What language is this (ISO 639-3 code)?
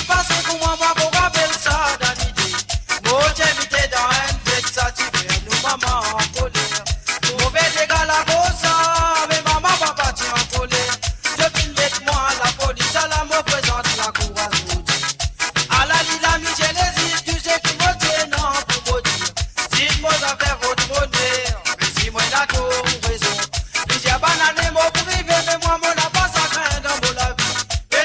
mfe